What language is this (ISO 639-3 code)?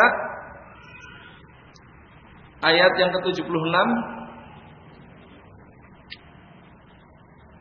ind